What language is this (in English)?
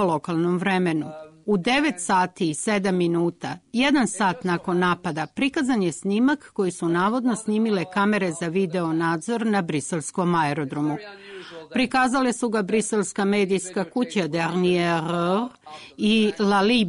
Serbian